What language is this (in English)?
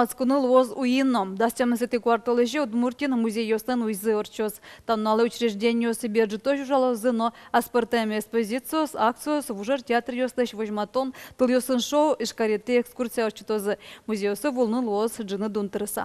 Udmurt